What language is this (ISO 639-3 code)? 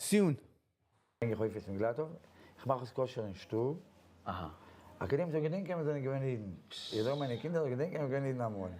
yid